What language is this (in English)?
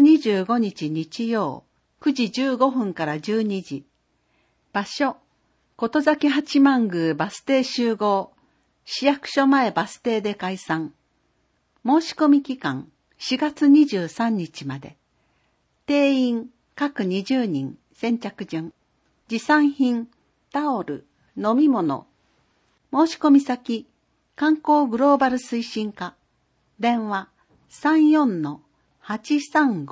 Japanese